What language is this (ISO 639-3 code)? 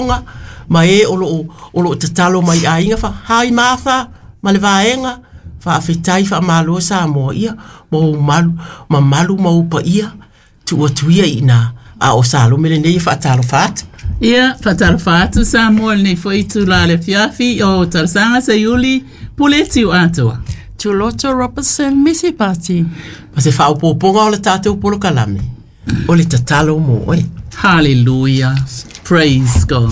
smo